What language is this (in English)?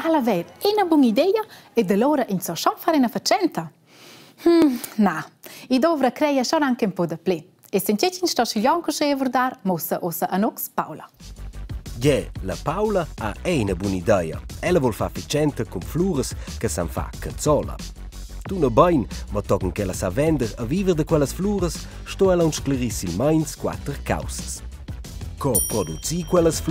Romansh